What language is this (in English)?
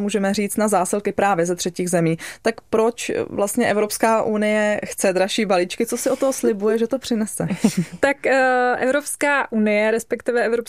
Czech